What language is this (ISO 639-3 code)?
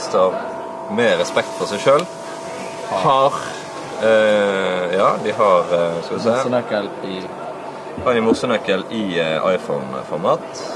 nor